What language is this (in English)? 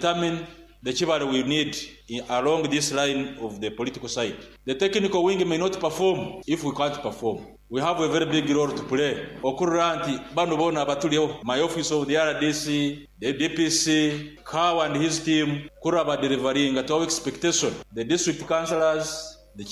Nyoro